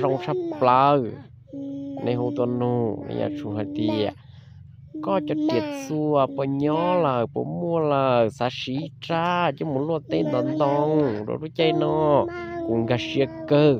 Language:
Hmong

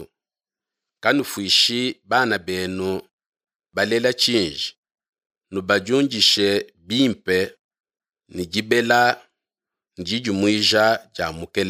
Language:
Luba-Lulua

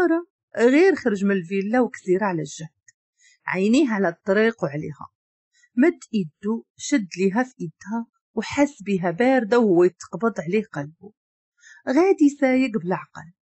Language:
Moroccan Arabic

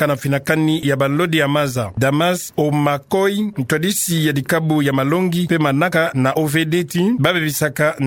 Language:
Kituba (Democratic Republic of Congo)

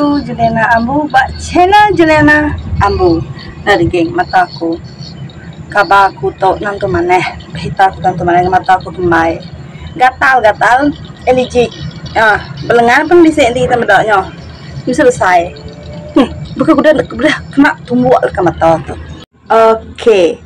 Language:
Iban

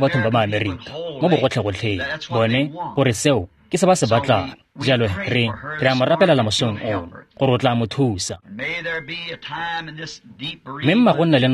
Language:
Tswana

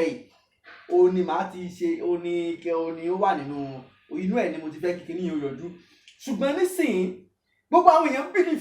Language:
Yoruba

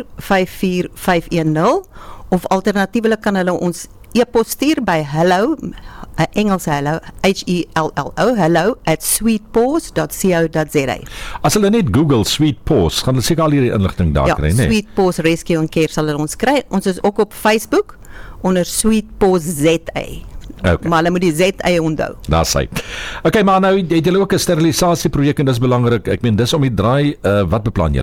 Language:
Afrikaans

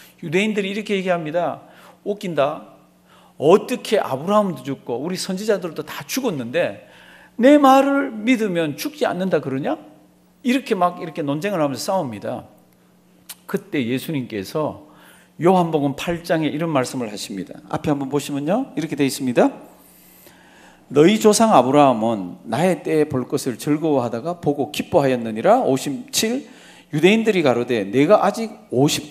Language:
Korean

